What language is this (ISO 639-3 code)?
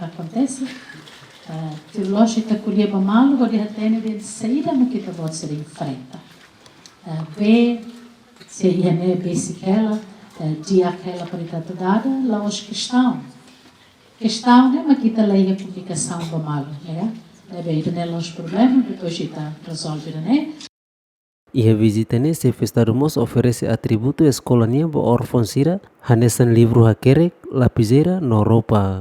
tet